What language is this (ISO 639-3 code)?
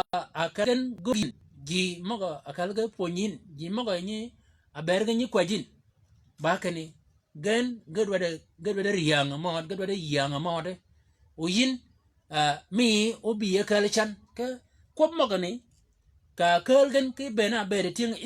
shk